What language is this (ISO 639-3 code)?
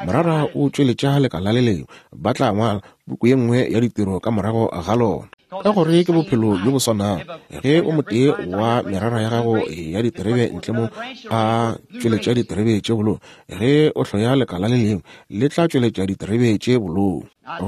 nso